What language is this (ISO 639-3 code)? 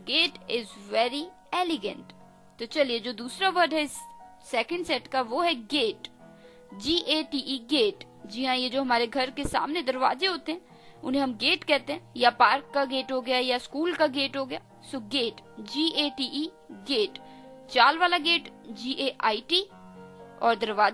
hin